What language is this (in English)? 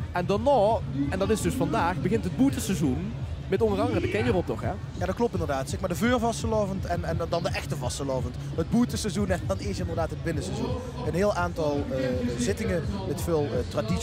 Limburgish